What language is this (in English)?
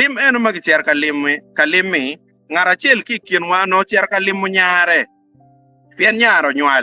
Acoli